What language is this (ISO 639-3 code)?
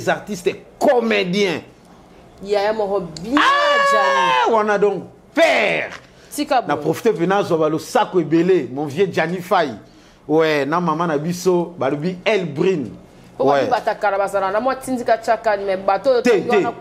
lin